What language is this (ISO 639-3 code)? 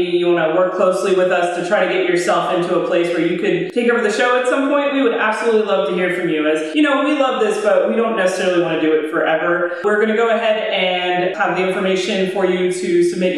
eng